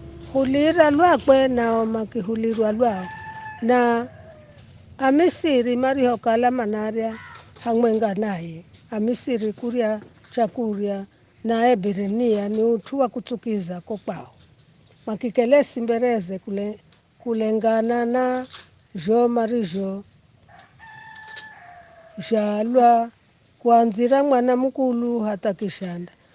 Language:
Giryama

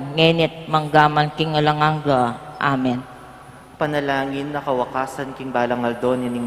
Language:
Pampanga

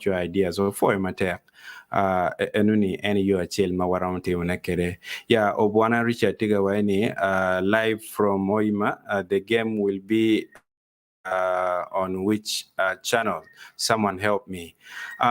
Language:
Acoli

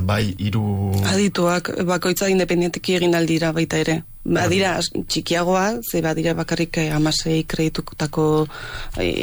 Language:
Basque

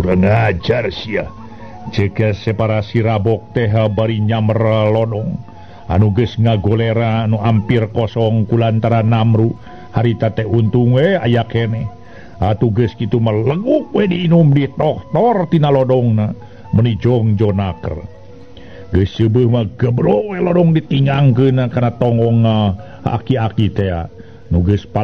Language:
Sundanese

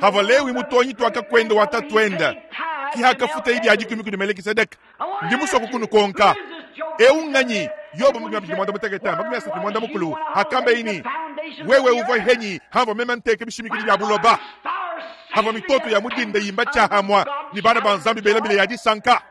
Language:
Luba-Lulua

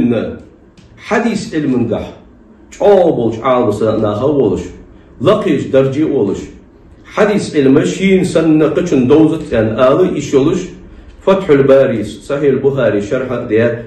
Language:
Ingush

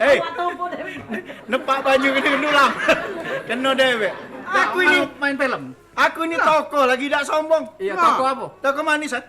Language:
Musi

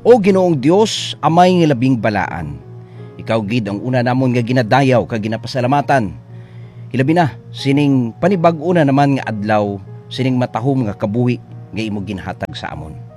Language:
Hiligaynon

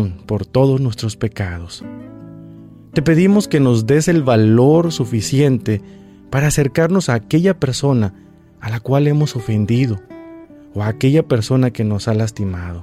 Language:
Spanish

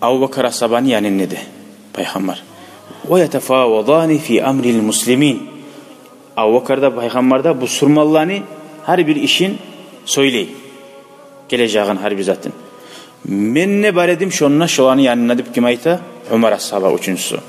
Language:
Kumyk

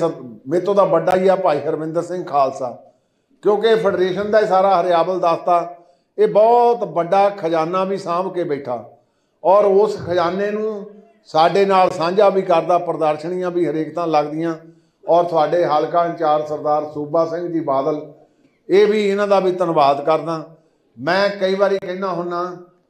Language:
Punjabi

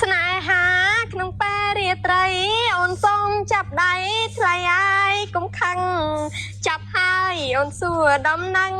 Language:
Khmer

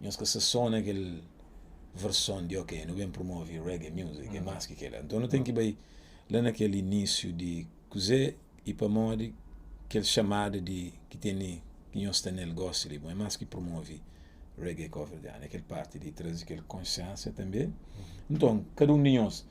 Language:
Kabuverdianu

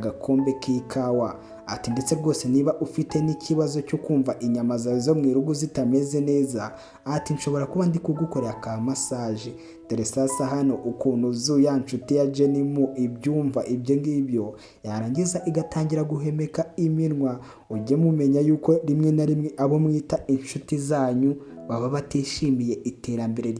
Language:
Kinyarwanda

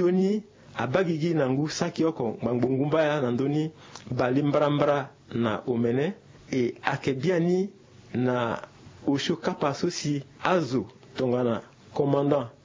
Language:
Sango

